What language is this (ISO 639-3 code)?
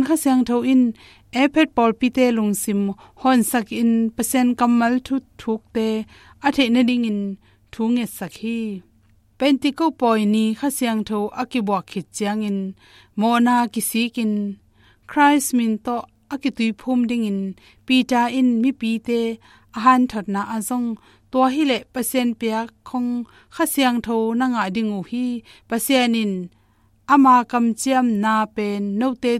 ctd